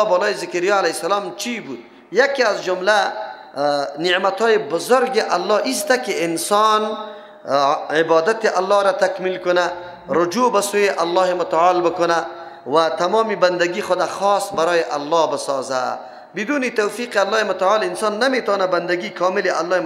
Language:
Persian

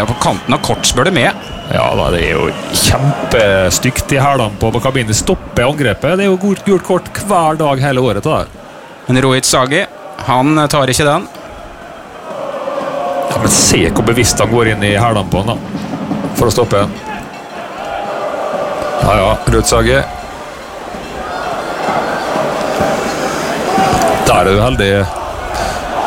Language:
Norwegian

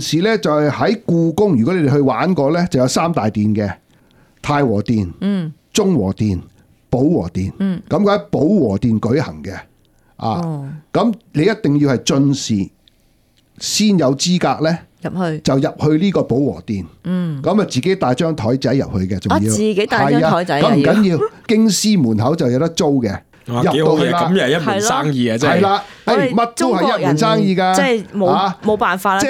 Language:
Cantonese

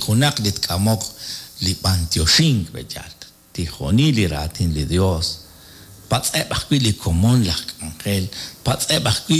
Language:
Kekchí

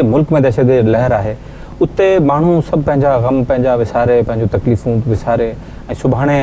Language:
Sindhi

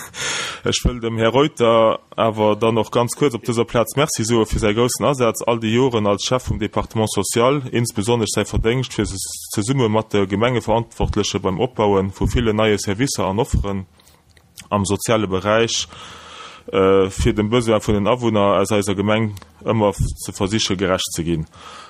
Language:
Luxembourgish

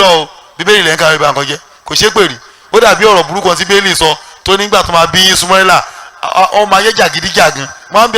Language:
Yoruba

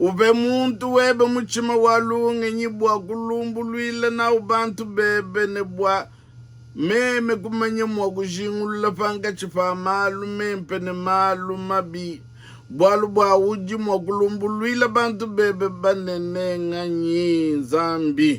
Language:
Luba-Lulua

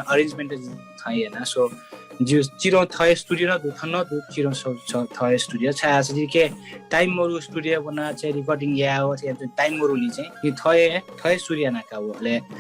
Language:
Newari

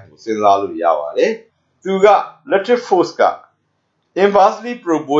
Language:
Burmese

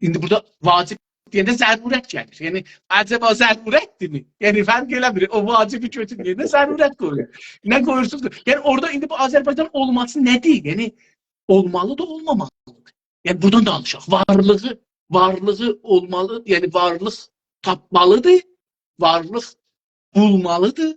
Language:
South Azerbaijani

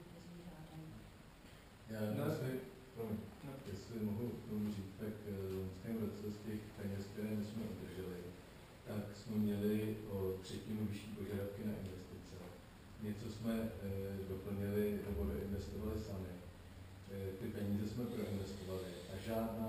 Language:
Czech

